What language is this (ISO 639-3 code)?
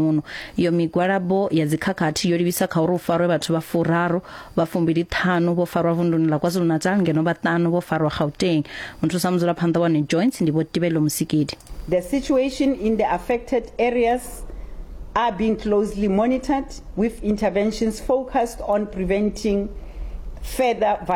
ven